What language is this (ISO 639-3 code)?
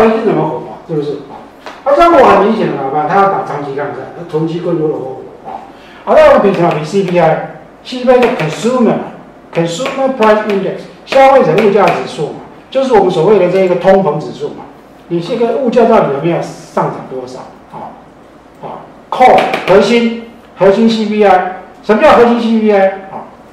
zho